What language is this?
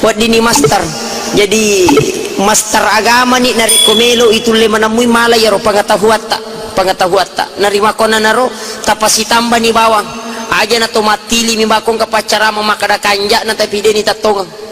Buginese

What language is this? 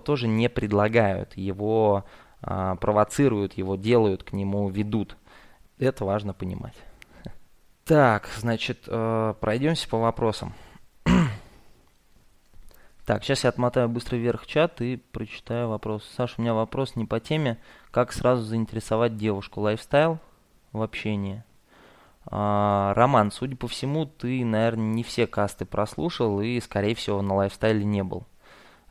Russian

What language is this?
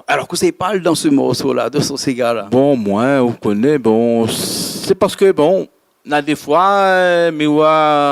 Réunion Creole French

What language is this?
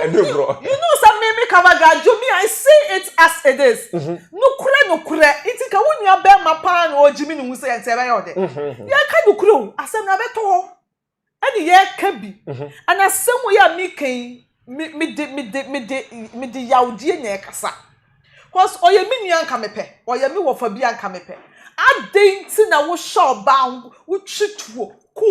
Akan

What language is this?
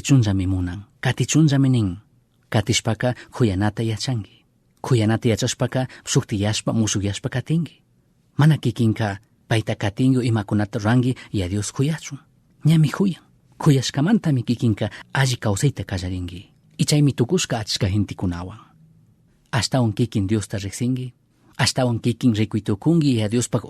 Chimborazo Highland Quichua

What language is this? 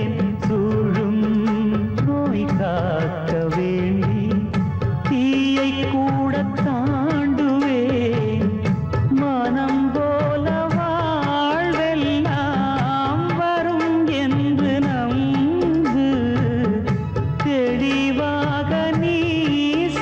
Tamil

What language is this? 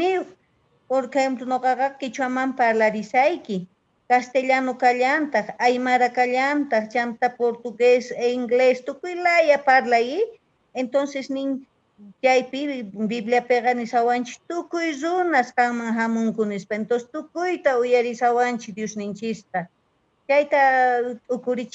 Quechua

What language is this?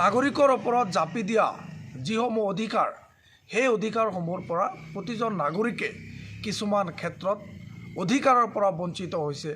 Assamese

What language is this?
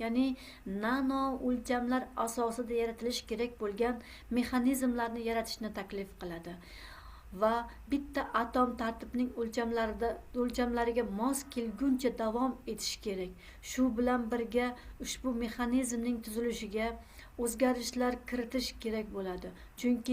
Uzbek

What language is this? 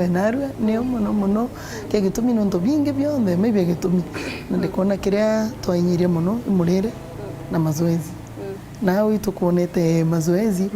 Meru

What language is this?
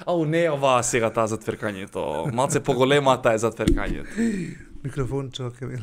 Macedonian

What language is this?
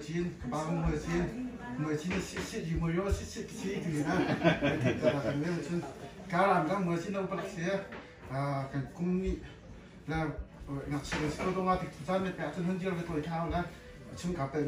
Hakha Chin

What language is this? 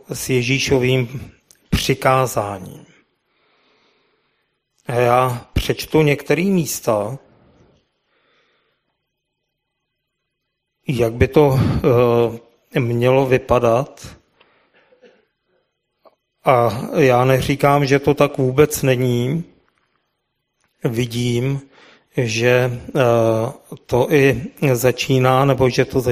Czech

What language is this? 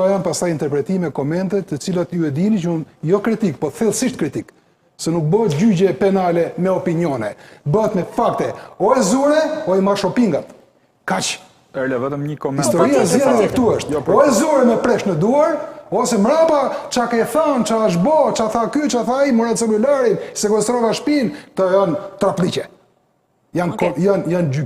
Albanian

